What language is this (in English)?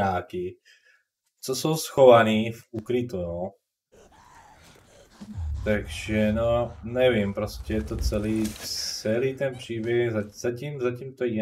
Czech